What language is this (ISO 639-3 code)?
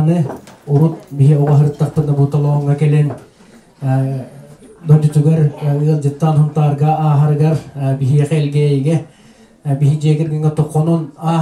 sah